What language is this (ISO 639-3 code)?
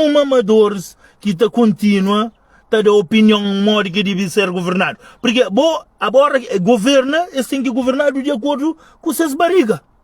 kea